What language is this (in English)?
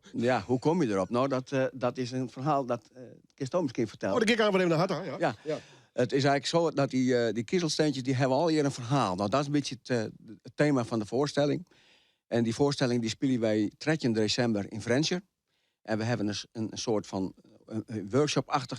Western Frisian